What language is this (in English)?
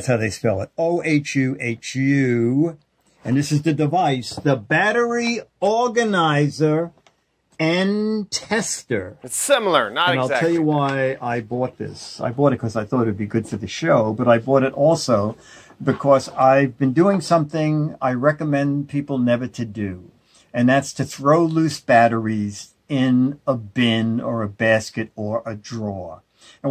English